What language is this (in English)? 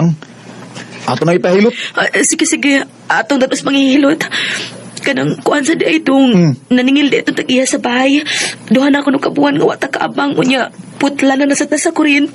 Cebuano